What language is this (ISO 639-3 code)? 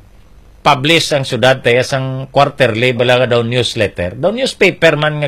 hil